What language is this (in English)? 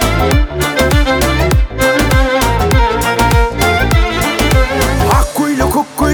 Kazakh